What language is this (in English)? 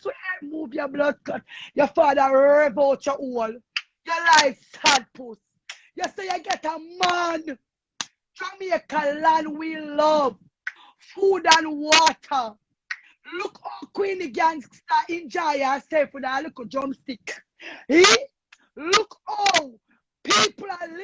Jamaican Creole English